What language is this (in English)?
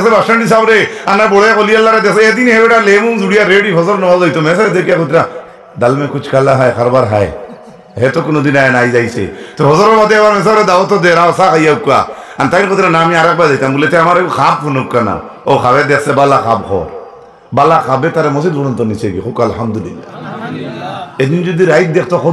Sylheti